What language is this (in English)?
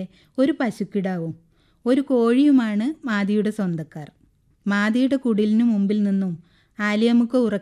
Malayalam